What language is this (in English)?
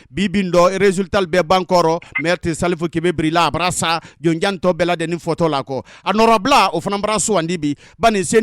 Bambara